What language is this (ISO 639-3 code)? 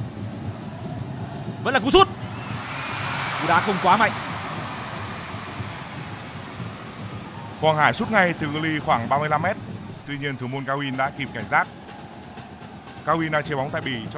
vie